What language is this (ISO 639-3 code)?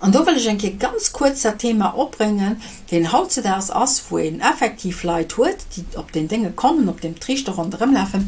ltz